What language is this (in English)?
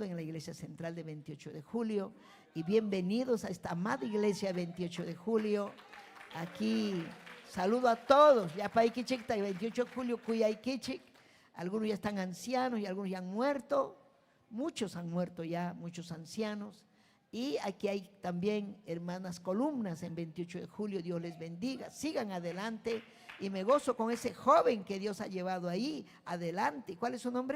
Ayacucho Quechua